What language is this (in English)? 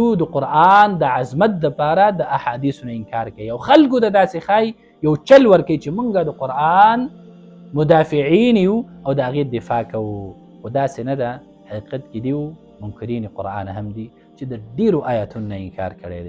Pashto